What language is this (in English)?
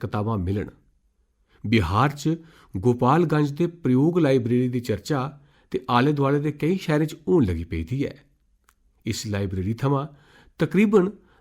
Dogri